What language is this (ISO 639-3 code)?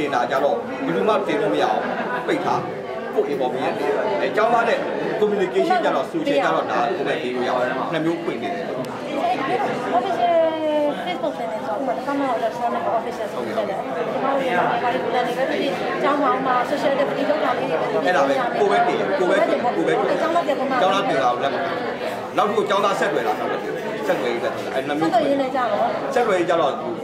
mya